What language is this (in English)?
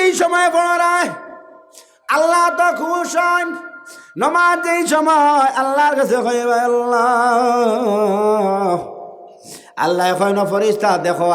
Sylheti